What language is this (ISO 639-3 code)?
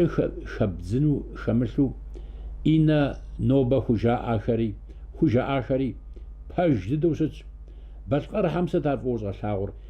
kbd